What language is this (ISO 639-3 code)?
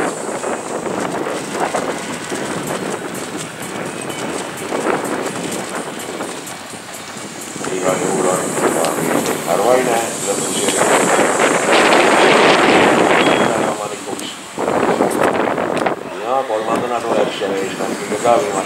est